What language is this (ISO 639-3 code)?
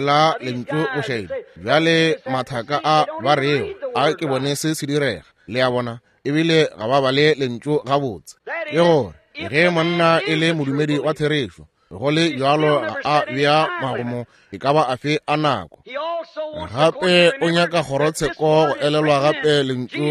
nso